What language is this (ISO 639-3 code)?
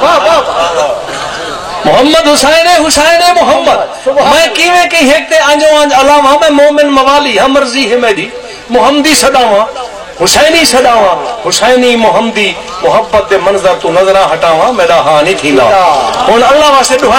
skr